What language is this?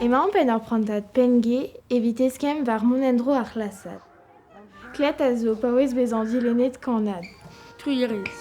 Breton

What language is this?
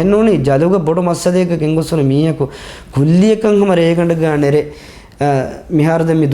Divehi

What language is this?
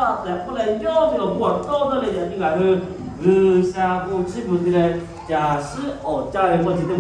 Lahu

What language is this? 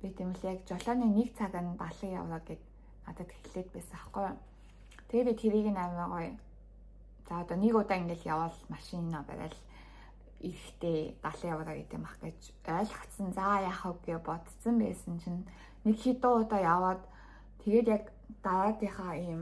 Mongolian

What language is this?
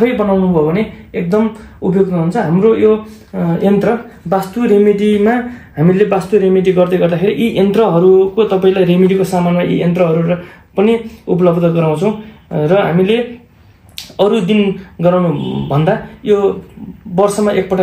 Nepali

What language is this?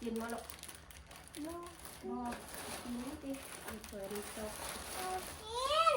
Northeastern Thai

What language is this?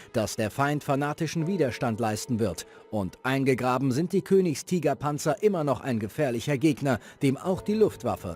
Bavarian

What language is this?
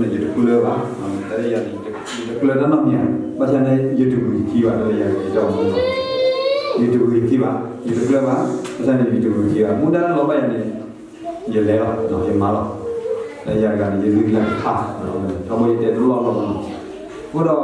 S'gaw Karen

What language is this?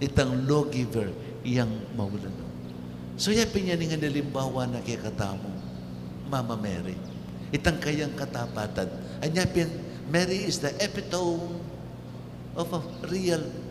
Pampanga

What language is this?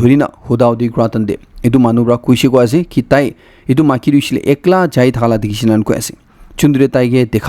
Naga Pidgin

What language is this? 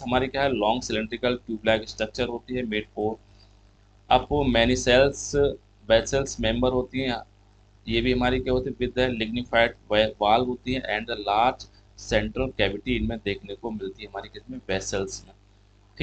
Hindi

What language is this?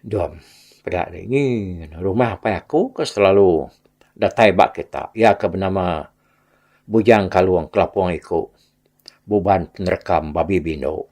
Iban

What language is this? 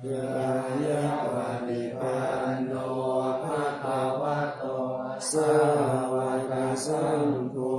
Pali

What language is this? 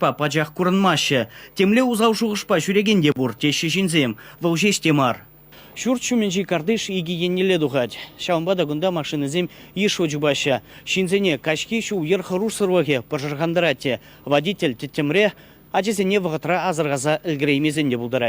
Chuvash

